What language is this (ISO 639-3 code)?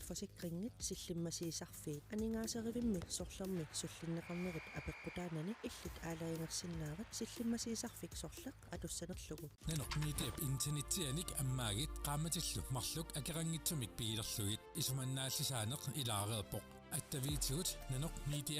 kal